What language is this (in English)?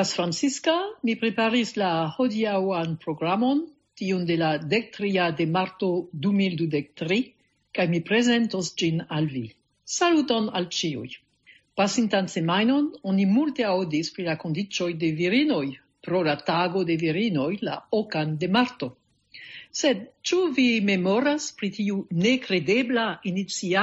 Esperanto